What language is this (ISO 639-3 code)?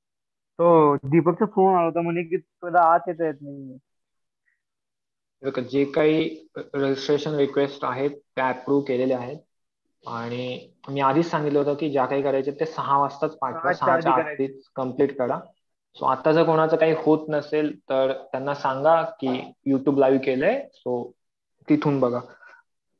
mar